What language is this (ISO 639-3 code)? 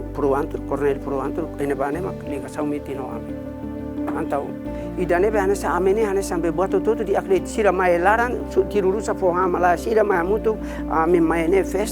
tet